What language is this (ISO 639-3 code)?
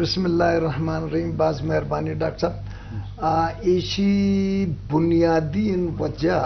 bgp